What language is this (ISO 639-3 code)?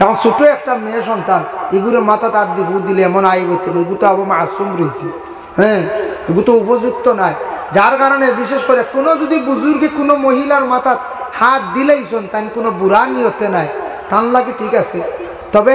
syl